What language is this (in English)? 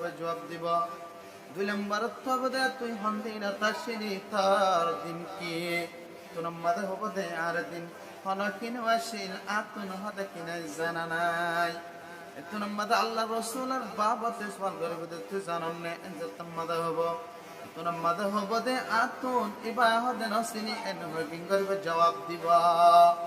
Rohingya